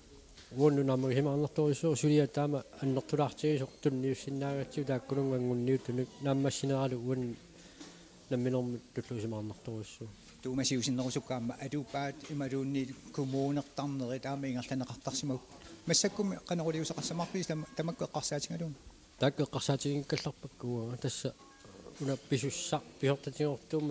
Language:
Kalaallisut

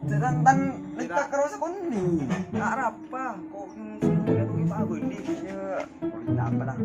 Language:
Madurese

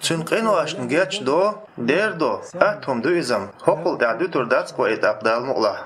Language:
Chechen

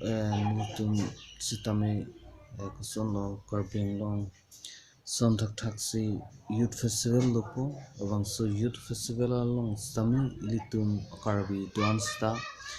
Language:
Karbi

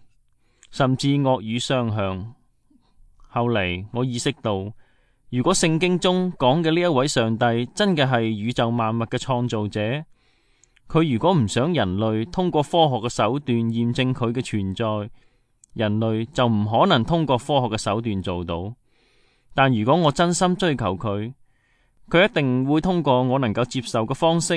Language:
Cantonese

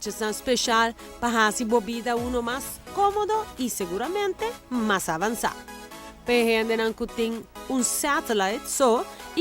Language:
Papiamento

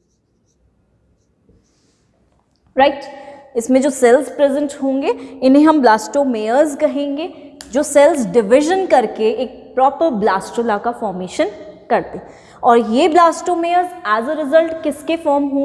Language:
Hindi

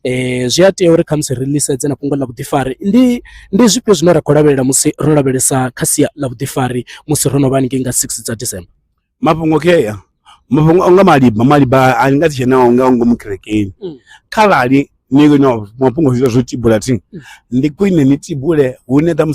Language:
Venda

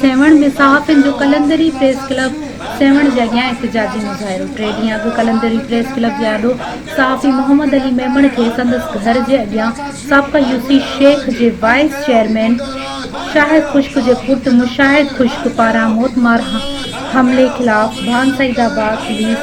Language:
Sindhi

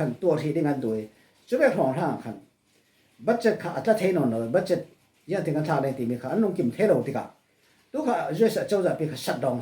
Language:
Falam Chin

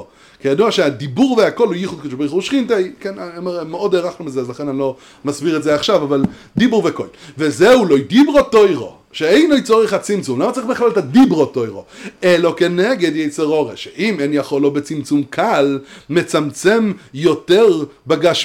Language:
Hebrew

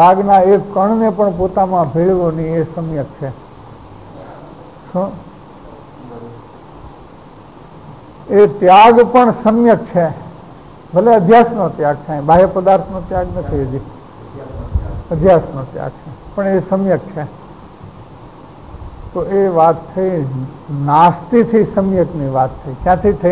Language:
Gujarati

